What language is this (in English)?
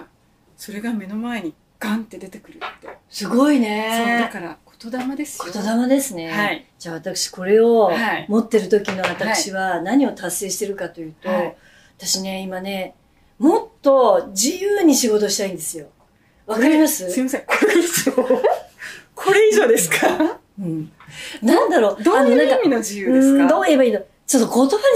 Japanese